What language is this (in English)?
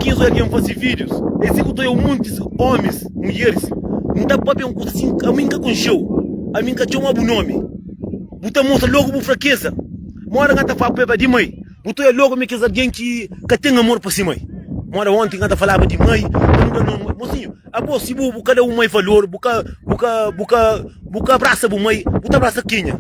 Kabuverdianu